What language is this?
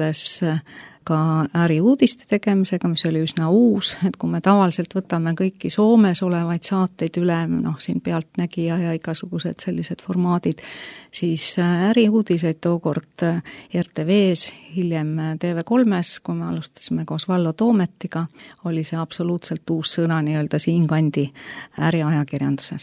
Estonian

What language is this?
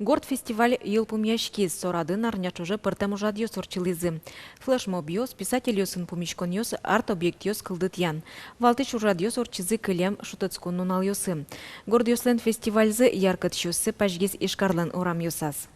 Udmurt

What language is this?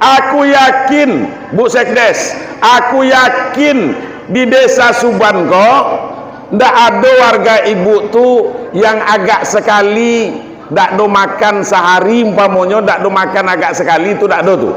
Minangkabau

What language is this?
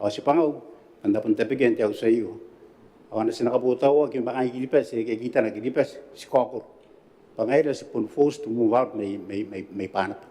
Gilbertese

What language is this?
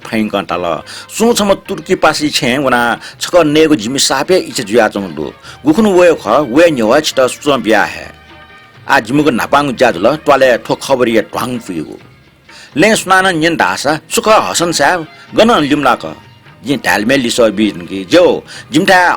Newari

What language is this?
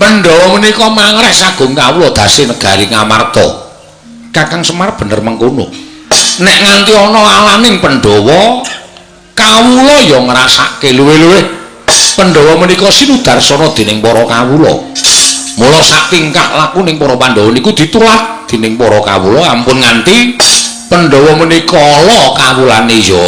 Javanese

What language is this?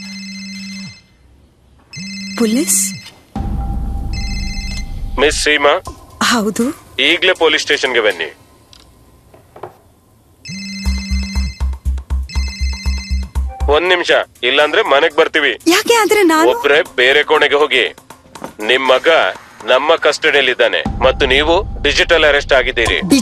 Kannada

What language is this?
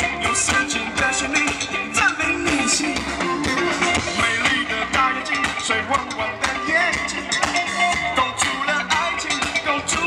Chinese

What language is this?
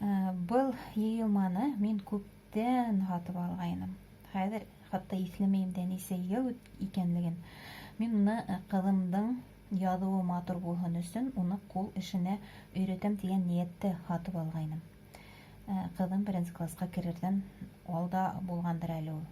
Bashkir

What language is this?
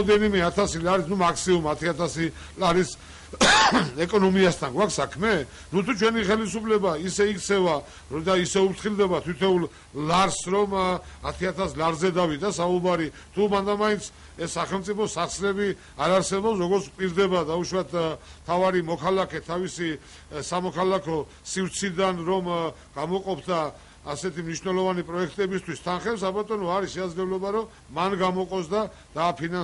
Georgian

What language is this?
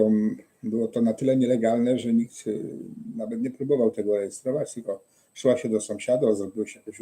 Silesian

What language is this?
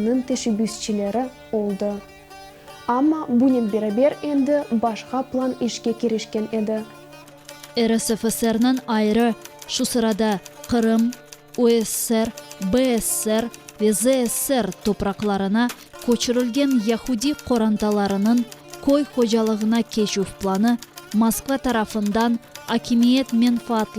Crimean Tatar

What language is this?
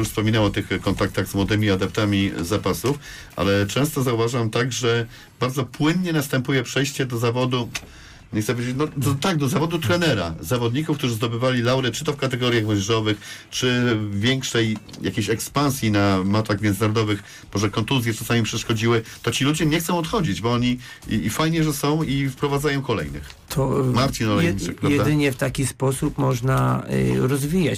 Polish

